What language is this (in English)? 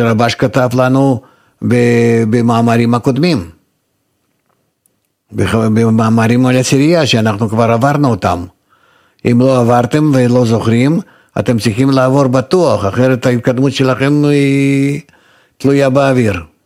Hebrew